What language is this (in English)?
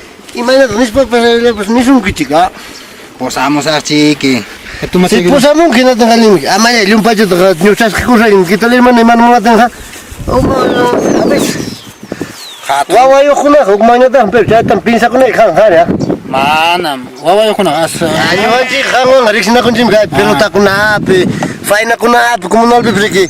Ayacucho Quechua